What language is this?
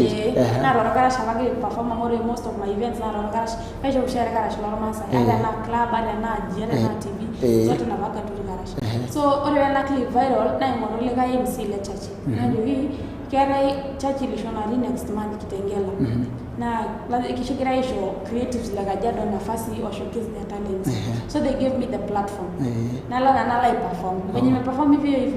Masai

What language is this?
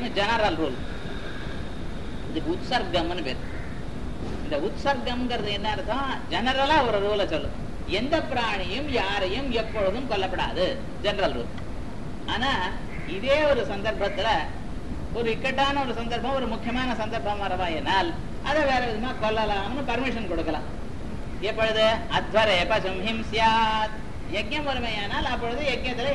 Tamil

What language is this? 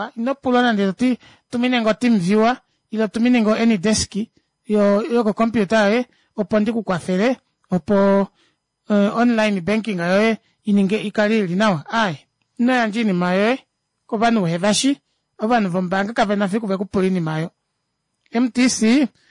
Kuanyama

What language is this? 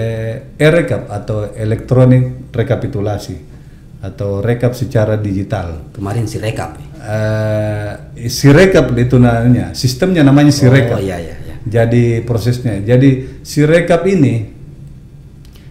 Indonesian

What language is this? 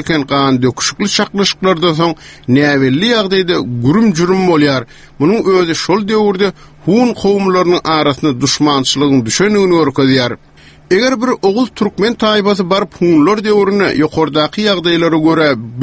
Turkmen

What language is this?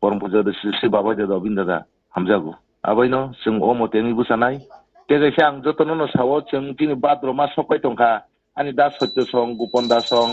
Kok Borok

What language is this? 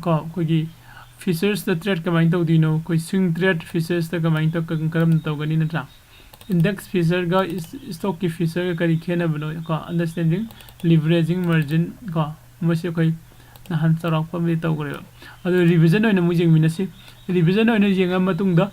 Manipuri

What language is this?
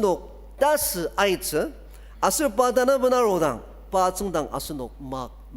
Ao Naga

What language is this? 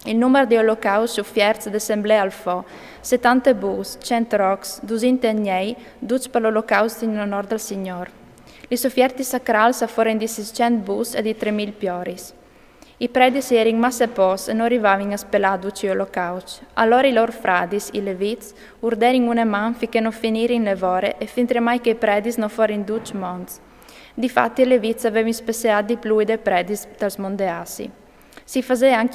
Friulian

